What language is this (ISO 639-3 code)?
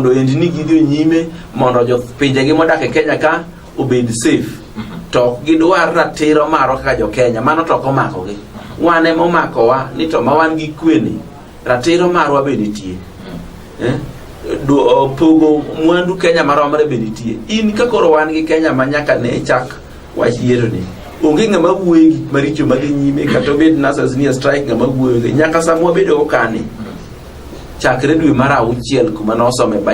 luo